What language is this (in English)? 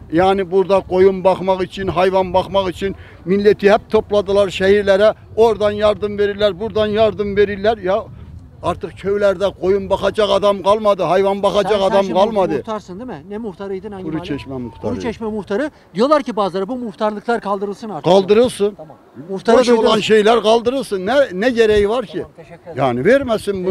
Turkish